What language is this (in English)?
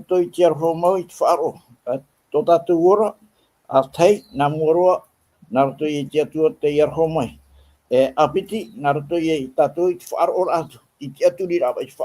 Tahitian